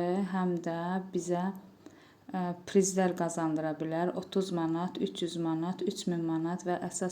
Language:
Azerbaijani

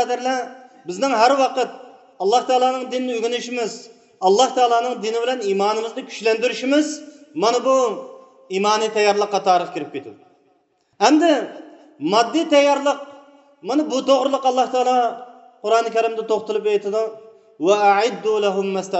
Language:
Uyghur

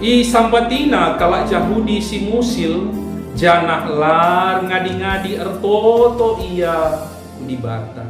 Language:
Batak Karo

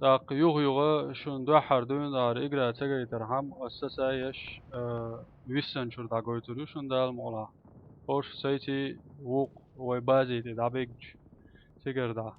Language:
Chechen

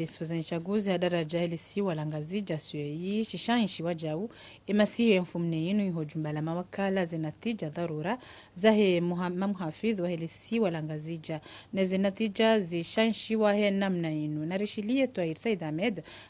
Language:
Ngazidja Comorian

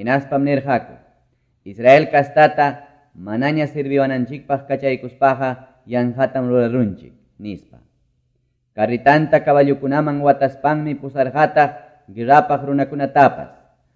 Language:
Quechua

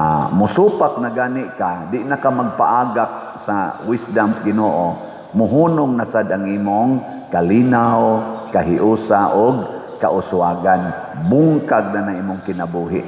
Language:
Cebuano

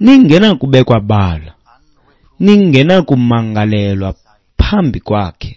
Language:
Xhosa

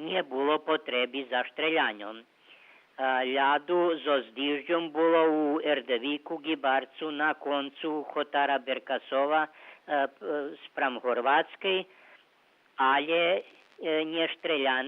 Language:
Rusyn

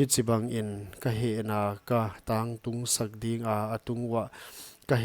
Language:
Paite Chin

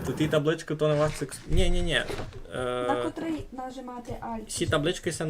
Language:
Rusyn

